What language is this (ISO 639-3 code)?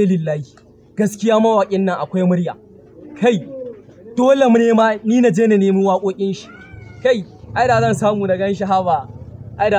hau